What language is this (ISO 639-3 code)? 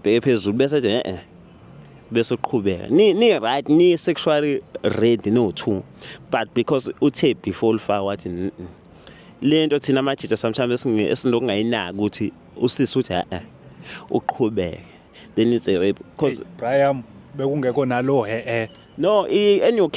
zul